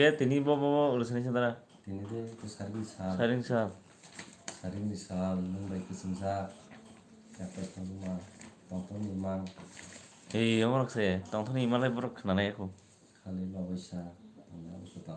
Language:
Kok Borok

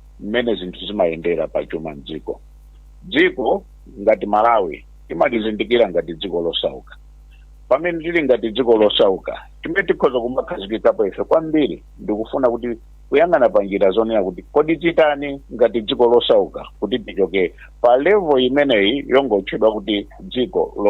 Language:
Nyanja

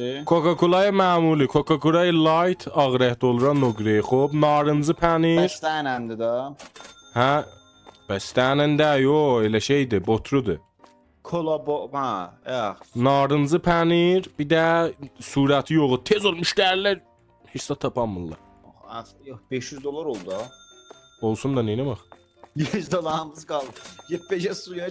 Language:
South Azerbaijani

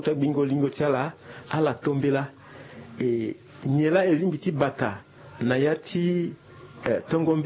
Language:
Sango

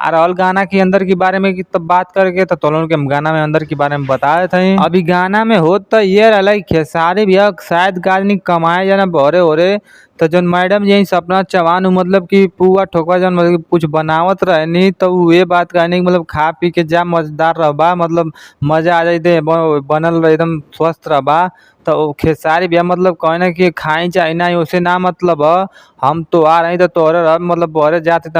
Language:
Bhojpuri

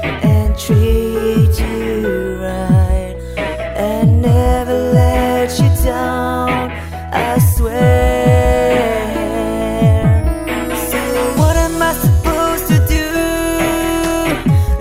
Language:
English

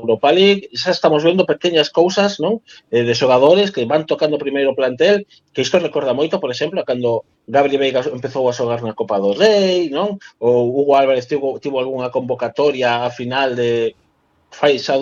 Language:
Galician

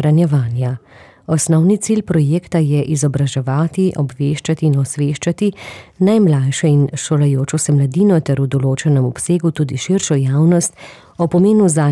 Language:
Slovenian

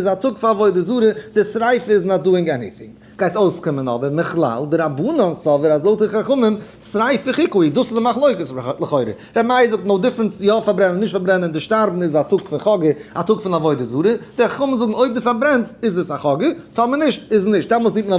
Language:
Yiddish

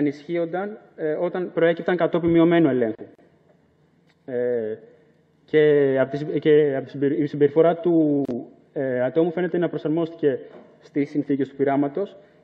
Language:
Greek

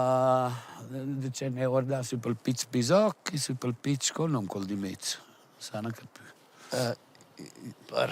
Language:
Romansh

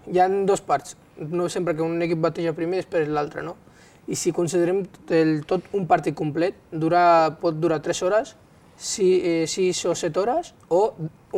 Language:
Catalan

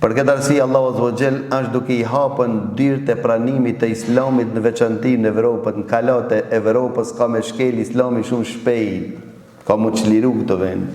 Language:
Albanian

